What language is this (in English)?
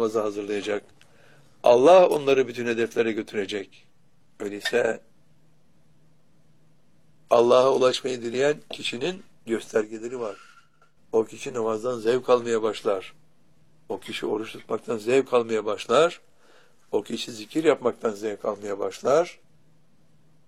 Turkish